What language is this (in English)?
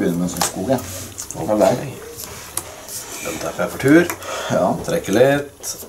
Norwegian